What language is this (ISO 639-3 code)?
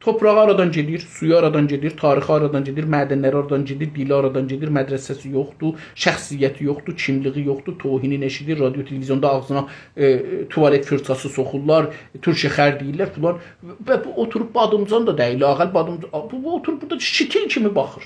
azb